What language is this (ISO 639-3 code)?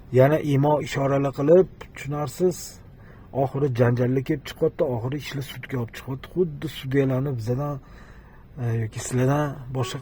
uzb